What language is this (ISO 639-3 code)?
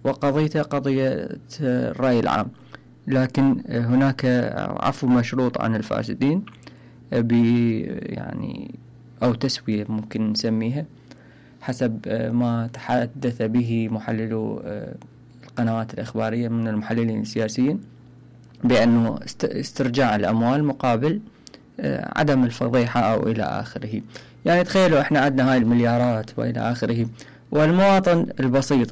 acm